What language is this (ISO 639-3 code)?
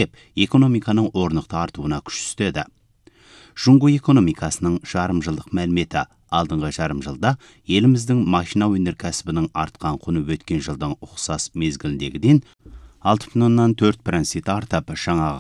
kaz